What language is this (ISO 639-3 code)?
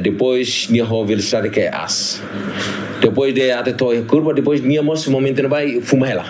tet